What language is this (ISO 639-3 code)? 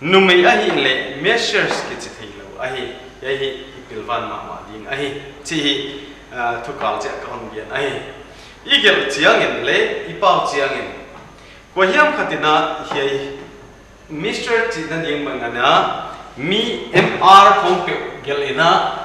pck